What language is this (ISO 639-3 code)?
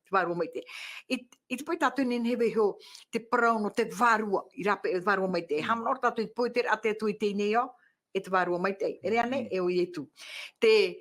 tah